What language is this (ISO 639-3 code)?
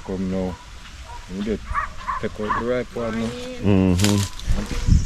jam